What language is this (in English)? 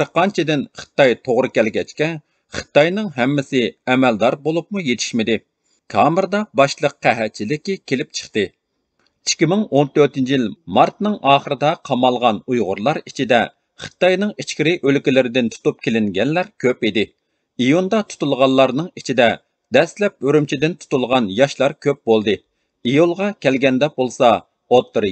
Uyghur